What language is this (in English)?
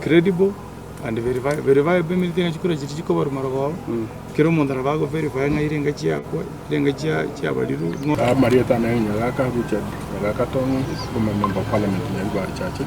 Gusii